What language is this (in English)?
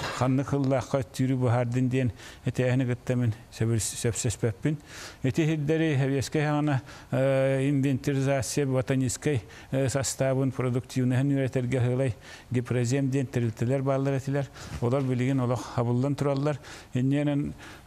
Yakut